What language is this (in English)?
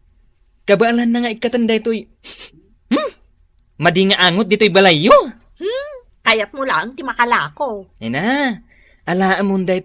Iloko